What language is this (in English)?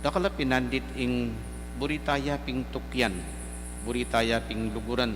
Pampanga